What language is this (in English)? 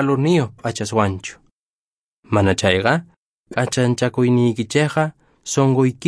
Quechua